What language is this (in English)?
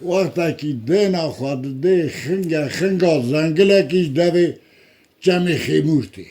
Kurdish